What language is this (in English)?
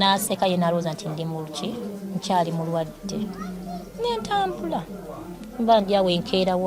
Ganda